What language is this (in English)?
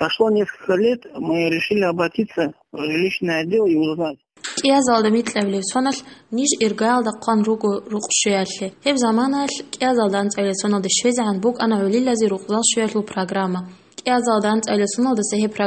Avaric